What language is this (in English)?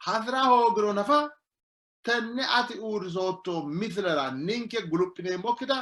Sidamo